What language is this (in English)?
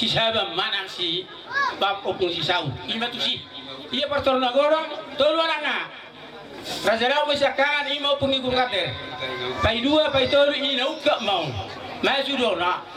Batak Toba